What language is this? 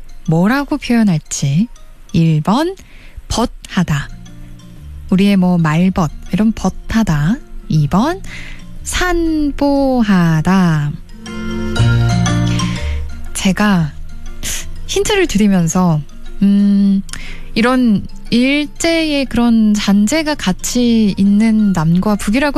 Korean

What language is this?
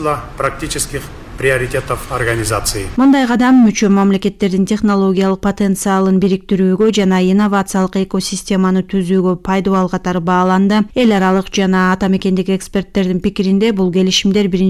Kyrgyz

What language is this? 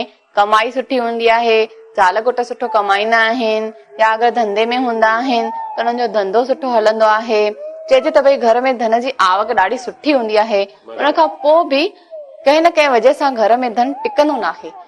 Sindhi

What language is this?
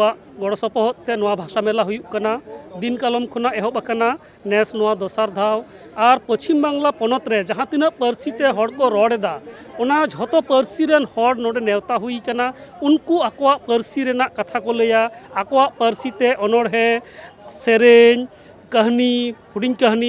Santali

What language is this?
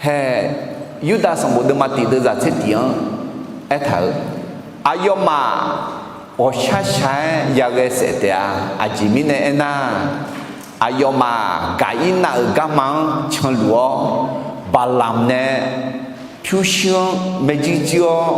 Akha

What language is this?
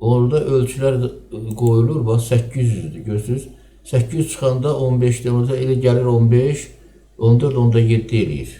Azerbaijani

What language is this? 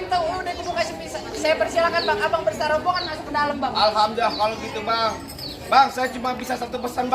Betawi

